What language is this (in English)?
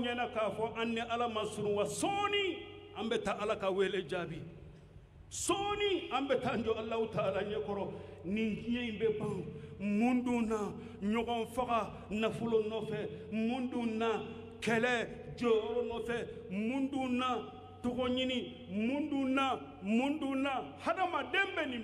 Bambara